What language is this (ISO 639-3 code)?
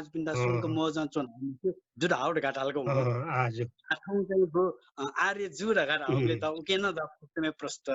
new